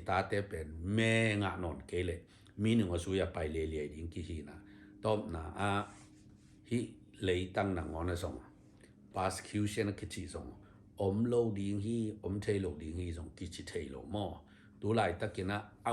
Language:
Tedim Chin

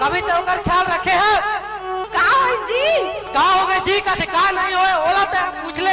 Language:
Chhattisgarhi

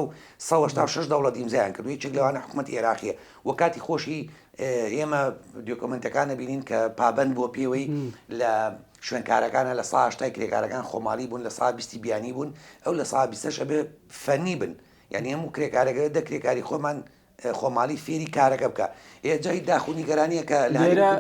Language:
Central Kurdish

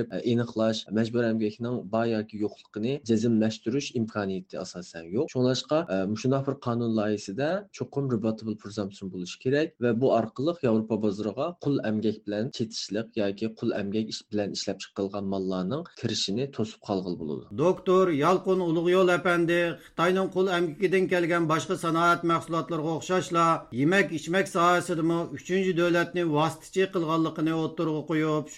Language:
Uyghur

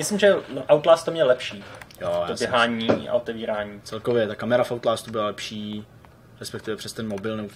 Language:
Czech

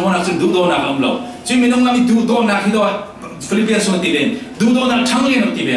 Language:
Falam Chin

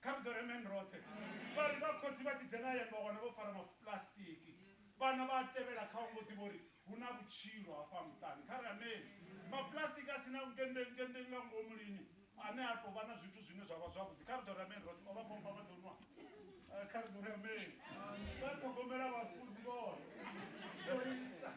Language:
Venda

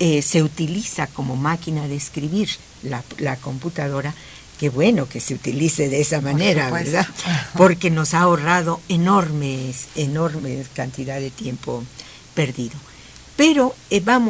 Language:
Spanish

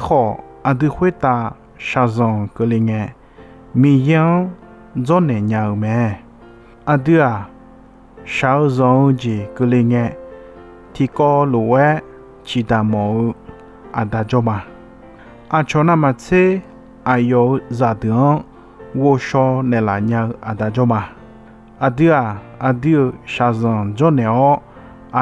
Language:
Akha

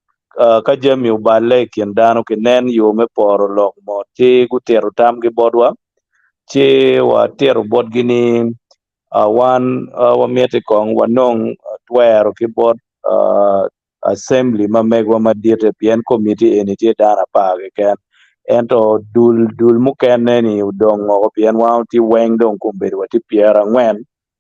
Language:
Acoli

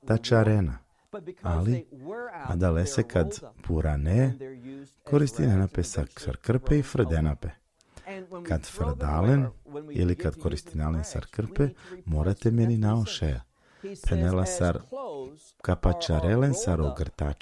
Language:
Balkan Romani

